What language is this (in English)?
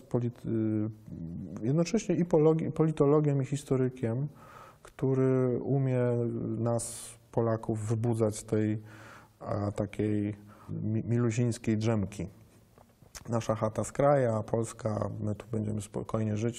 Polish